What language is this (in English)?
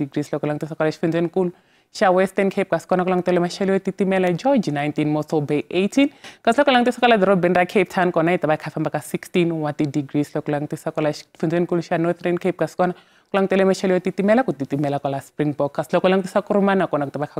Tsonga